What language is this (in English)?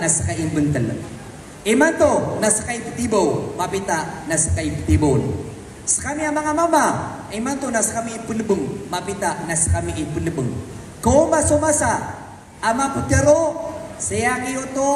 Maranao